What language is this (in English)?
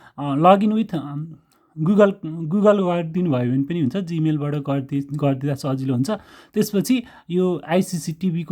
Nepali